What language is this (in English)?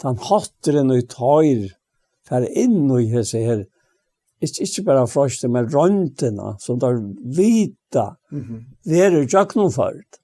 Faroese